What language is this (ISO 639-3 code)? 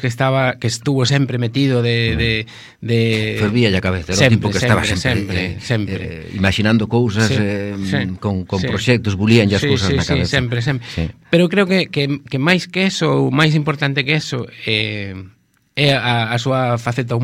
glg